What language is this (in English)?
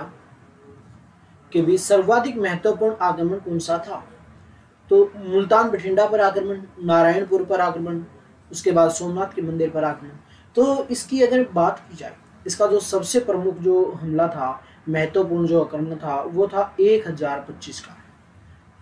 Hindi